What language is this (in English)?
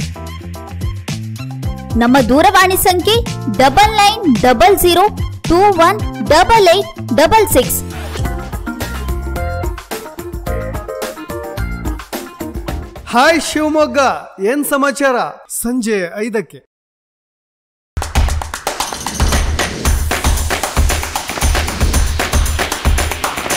Kannada